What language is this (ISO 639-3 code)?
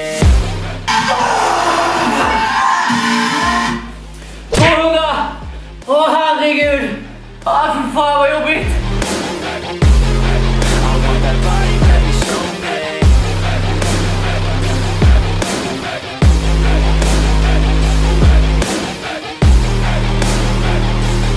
swe